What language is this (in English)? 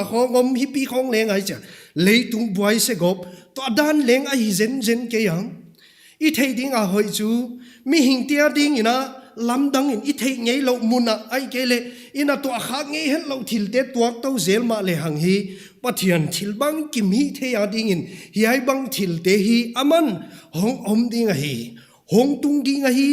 Paite Chin